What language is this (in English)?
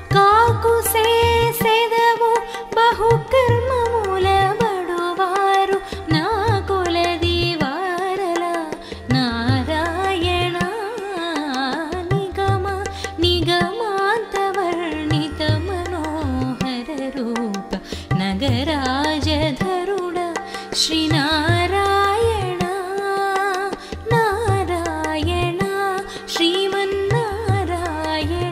Telugu